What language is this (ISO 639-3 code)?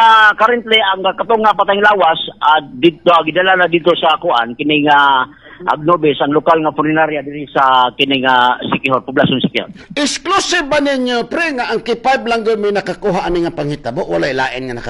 ceb